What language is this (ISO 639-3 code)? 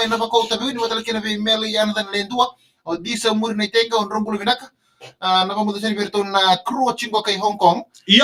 fij